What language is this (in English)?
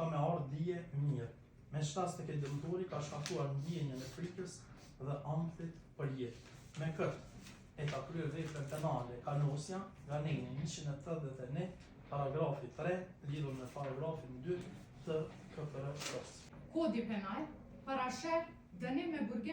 Albanian